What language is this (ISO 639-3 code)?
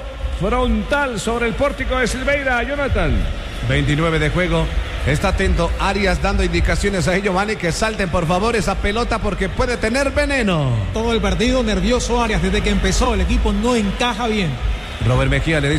spa